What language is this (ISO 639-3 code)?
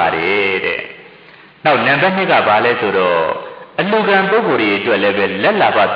mya